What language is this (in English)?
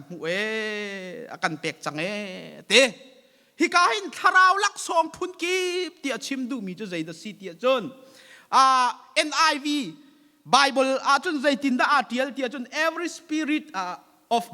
Hakha Chin